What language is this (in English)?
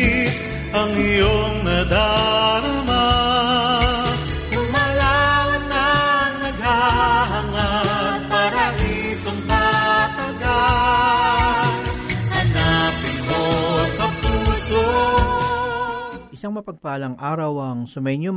Filipino